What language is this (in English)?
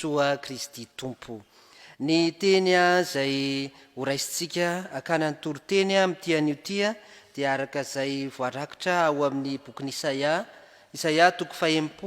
Malagasy